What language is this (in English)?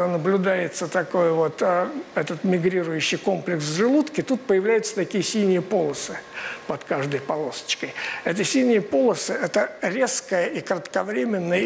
Russian